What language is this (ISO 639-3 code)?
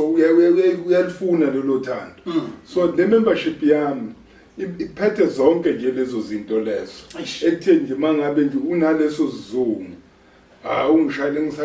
zul